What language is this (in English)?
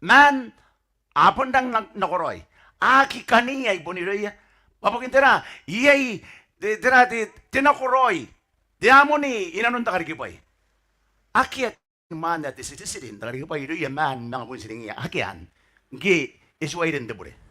Gilbertese